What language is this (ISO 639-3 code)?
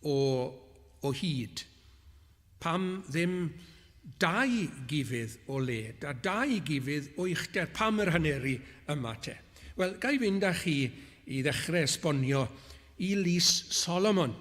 cym